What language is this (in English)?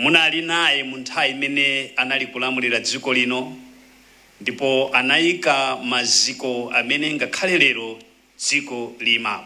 Nyanja